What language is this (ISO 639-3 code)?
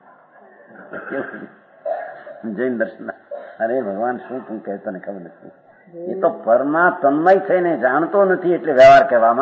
guj